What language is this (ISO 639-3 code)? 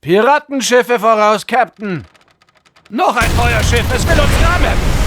bar